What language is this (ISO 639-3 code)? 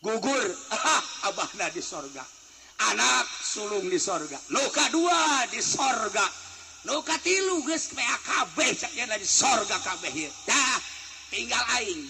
sun